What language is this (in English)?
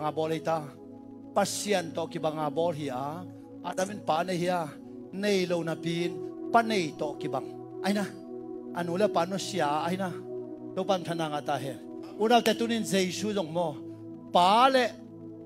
Tedim Chin